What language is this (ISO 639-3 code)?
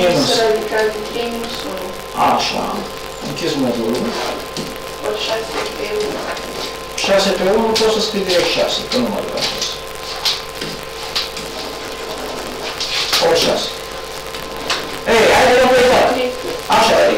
ron